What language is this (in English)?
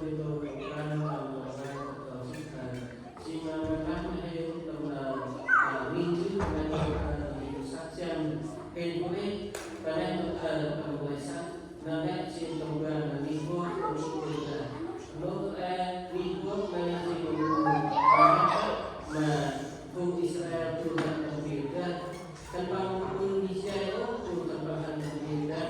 Central Mnong